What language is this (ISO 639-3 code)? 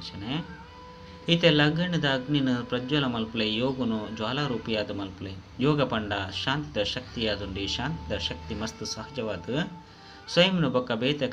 tcy